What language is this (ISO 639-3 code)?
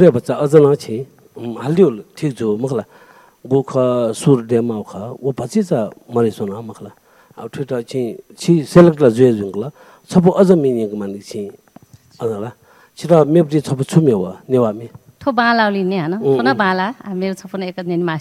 new